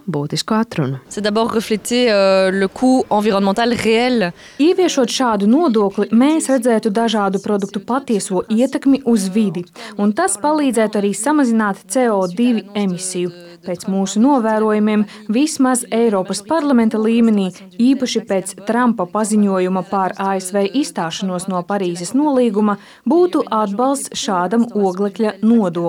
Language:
Latvian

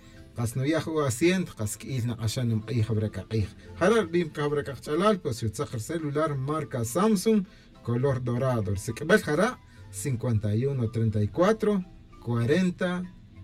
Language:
Tz'utujil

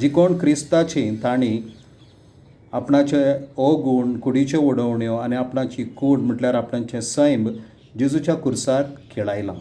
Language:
Konkani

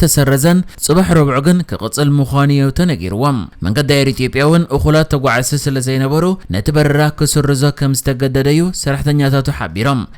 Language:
Tigrinya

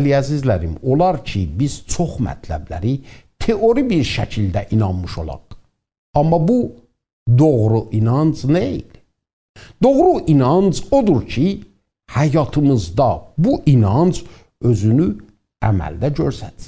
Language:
South Azerbaijani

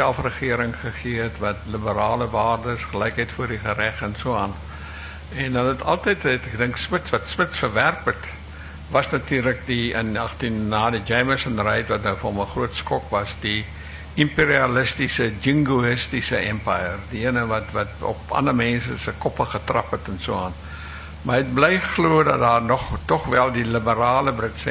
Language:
Afrikaans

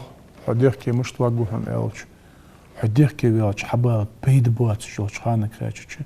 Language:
Ingush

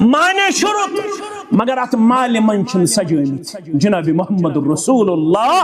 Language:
Kashmiri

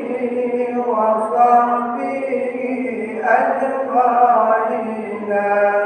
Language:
Achinese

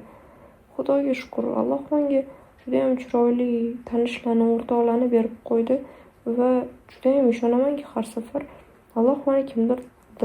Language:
Uzbek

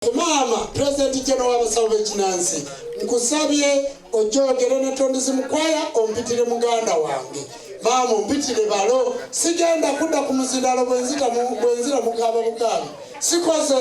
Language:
Ganda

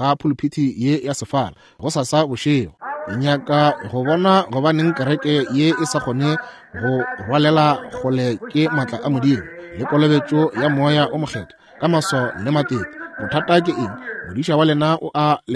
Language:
Northern Sotho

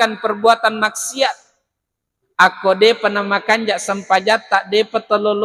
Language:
Buginese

